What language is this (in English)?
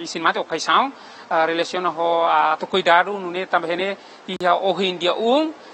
Tetum